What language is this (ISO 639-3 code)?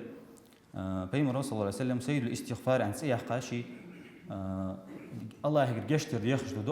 inh